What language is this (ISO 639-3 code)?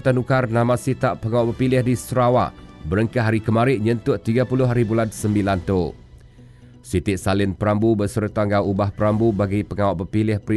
iba